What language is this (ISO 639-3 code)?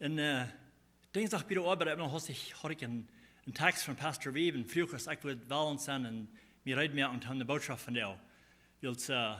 pdt